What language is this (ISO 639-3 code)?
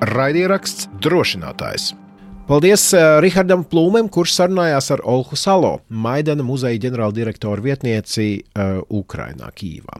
lav